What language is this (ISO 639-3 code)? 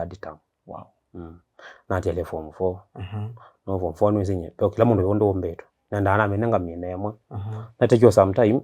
kam